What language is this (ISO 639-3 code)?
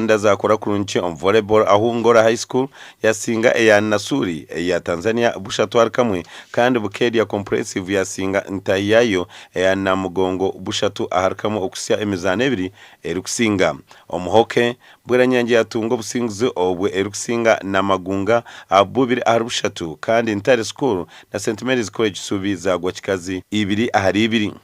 nyn